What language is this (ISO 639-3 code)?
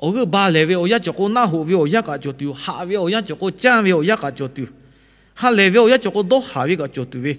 lhu